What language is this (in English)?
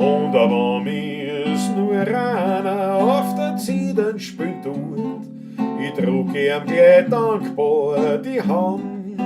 Bavarian